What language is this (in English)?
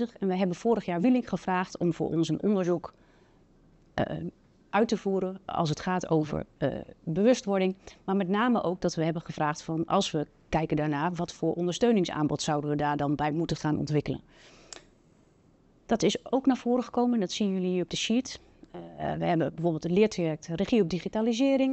Dutch